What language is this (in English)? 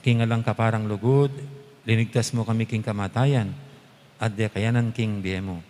Pampanga